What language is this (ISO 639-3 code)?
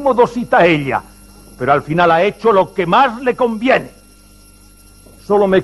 spa